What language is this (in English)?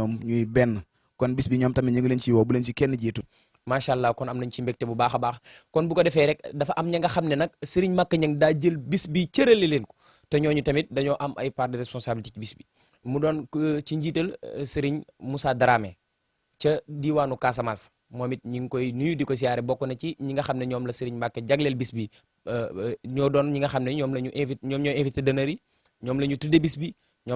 Wolof